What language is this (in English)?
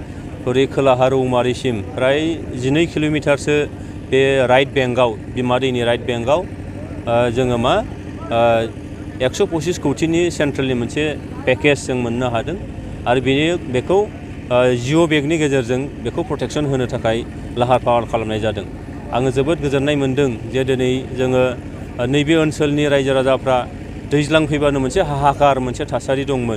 Bodo